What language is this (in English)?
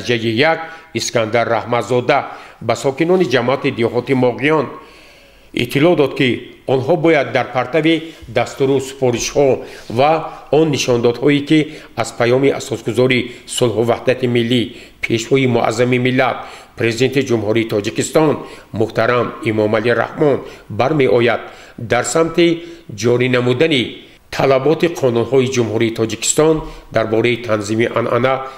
Tajik